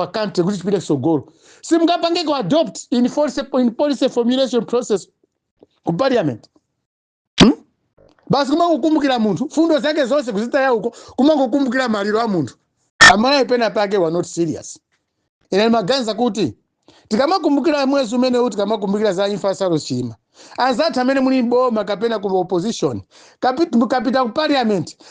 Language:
Nyanja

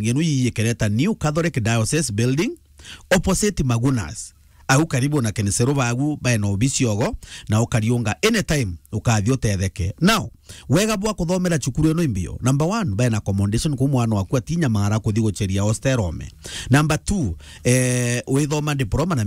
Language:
Meru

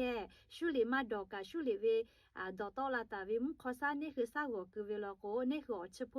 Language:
Lahu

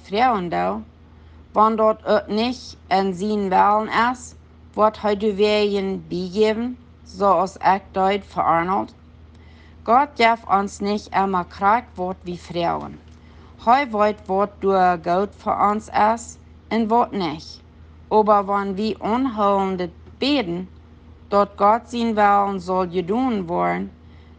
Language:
Plautdietsch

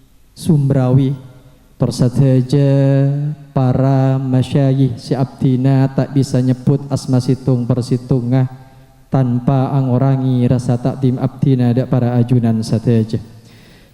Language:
Madurese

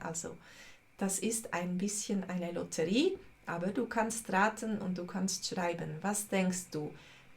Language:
Swiss German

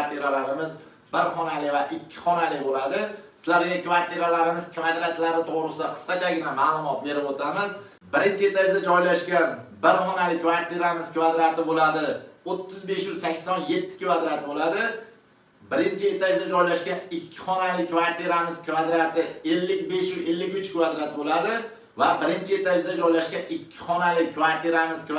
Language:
Uzbek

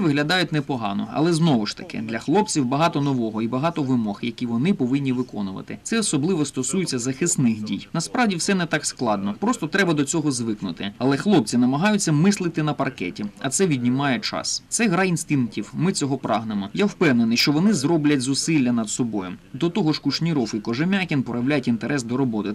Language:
Ukrainian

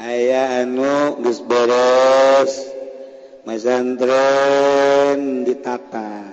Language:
Sundanese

